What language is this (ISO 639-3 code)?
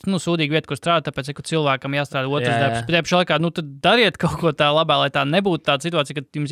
lav